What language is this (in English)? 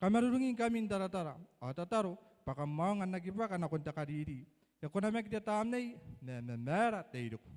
Gilbertese